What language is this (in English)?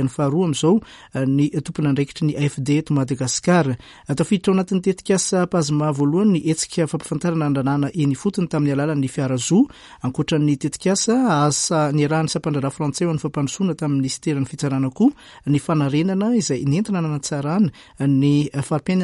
Malagasy